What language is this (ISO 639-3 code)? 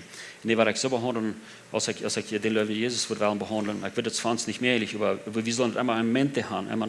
pdt